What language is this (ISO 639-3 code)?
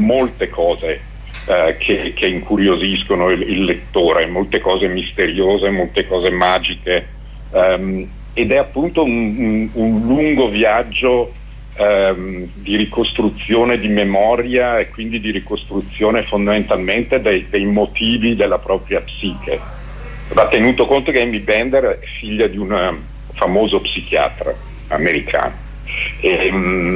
ita